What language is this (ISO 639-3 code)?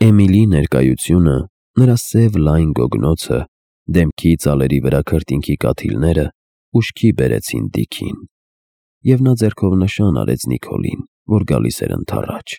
hye